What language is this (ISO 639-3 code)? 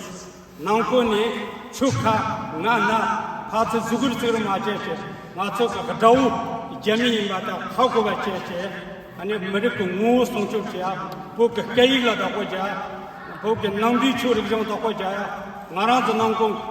bod